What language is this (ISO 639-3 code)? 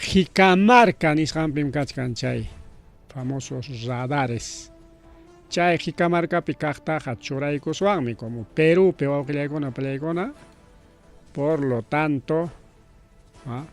quy